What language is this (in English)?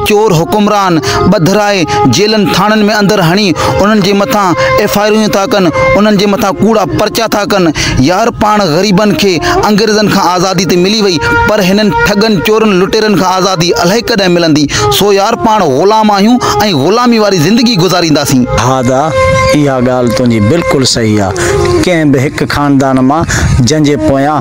Sindhi